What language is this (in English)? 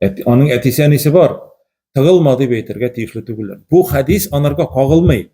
Tatar